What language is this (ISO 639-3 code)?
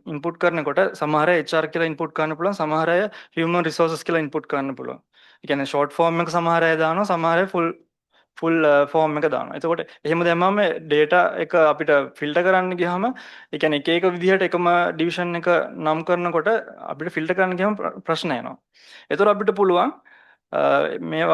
sin